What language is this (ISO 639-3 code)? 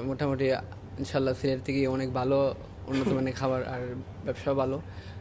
syl